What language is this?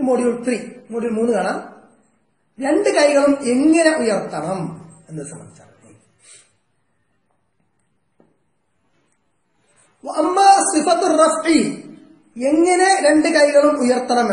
Malayalam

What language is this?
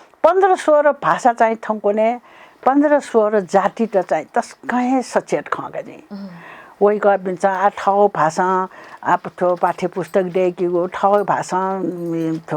Newari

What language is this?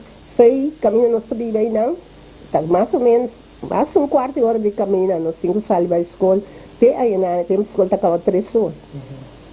Papiamento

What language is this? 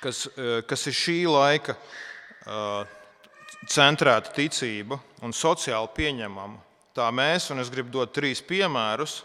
Latvian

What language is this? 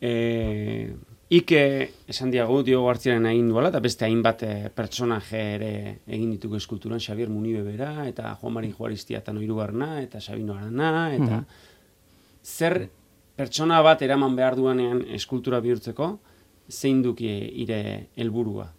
Basque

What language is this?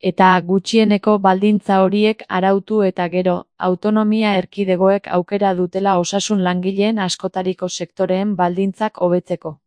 Basque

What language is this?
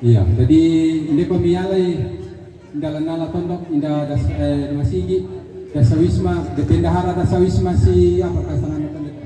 Toraja-Sa'dan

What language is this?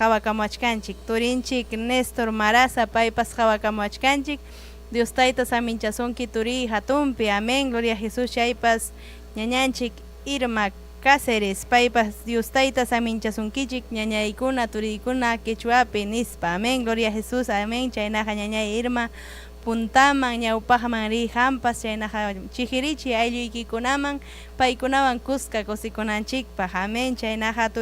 Ayacucho Quechua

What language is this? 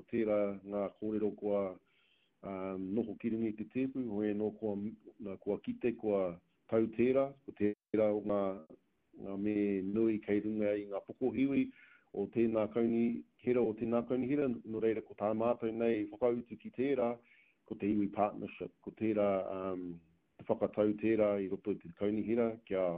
Māori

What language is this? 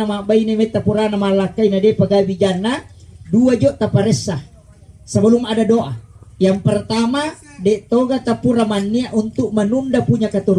Buginese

